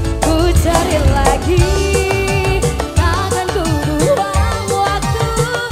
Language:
Indonesian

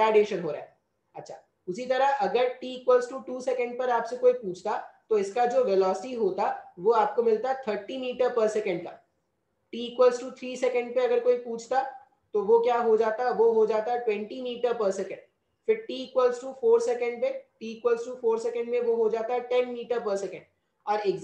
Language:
Hindi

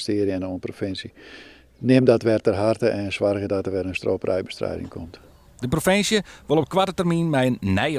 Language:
Western Frisian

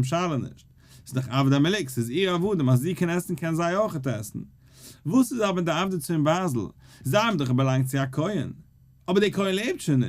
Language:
Yiddish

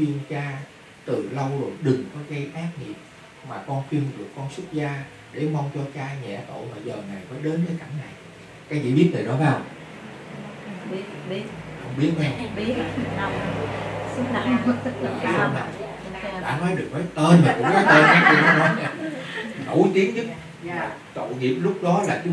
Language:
Vietnamese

